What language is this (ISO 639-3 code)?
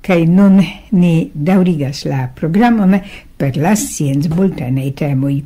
epo